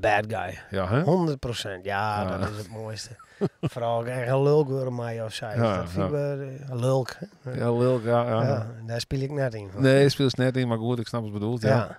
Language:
Western Frisian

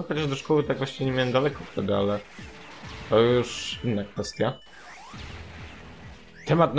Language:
Polish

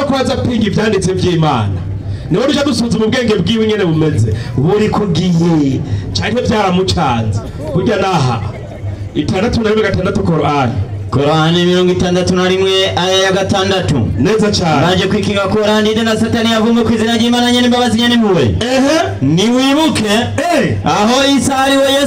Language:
Rundi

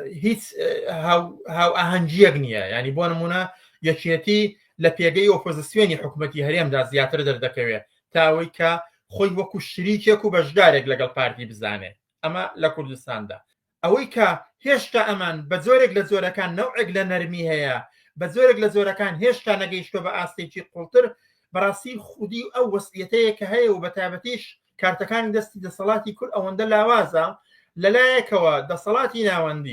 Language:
Central Kurdish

